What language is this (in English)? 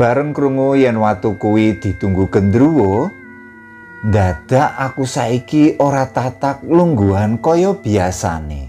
Javanese